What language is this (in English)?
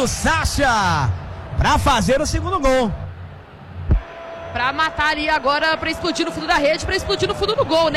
Portuguese